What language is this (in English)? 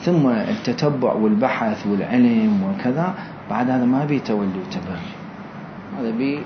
Mesopotamian Arabic